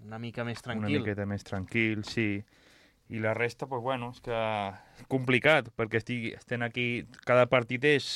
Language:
Catalan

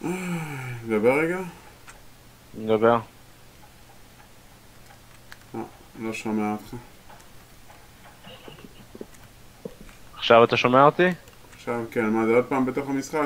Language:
Hebrew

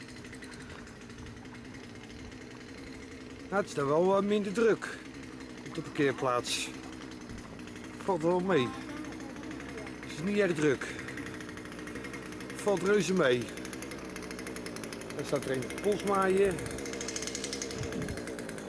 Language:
Dutch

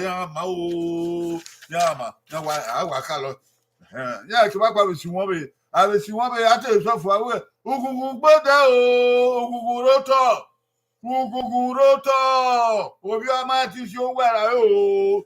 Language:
Bini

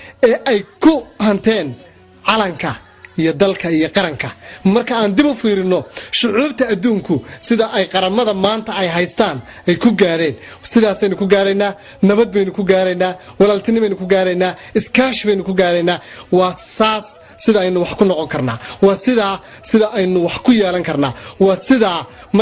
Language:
Somali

